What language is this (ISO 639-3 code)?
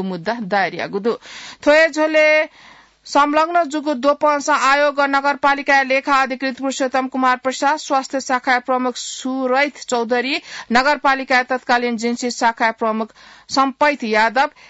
new